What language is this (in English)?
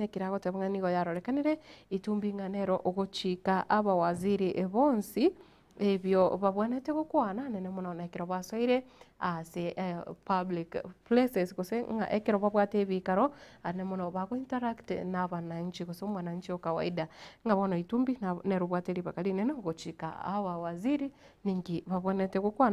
Gusii